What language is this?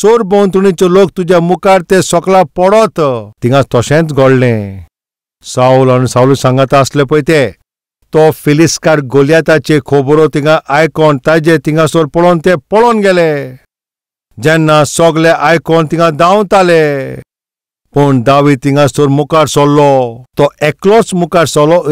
Konkani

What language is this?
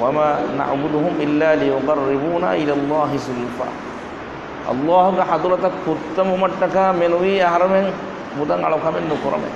Divehi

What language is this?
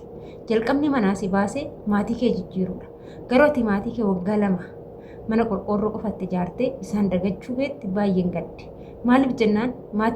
Oromo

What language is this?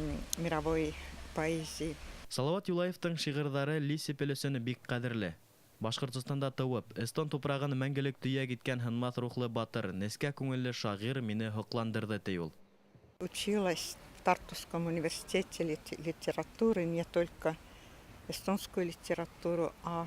Bashkir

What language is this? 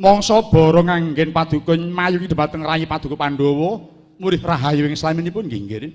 Javanese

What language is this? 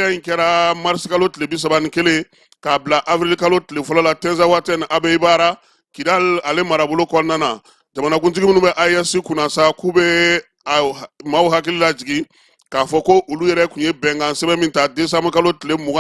Bambara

